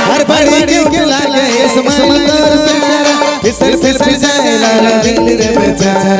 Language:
Sadri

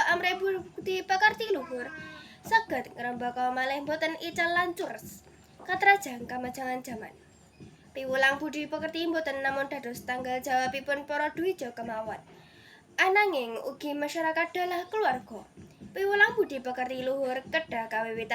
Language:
Javanese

